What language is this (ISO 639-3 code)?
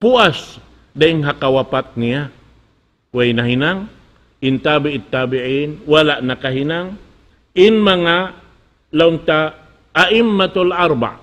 tsg